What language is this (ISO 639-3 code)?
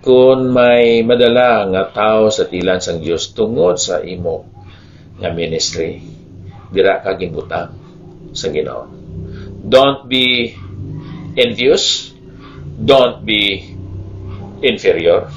hil